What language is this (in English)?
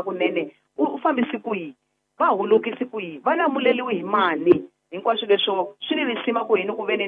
Tsonga